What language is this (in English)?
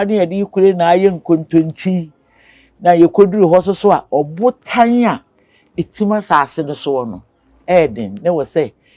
Akan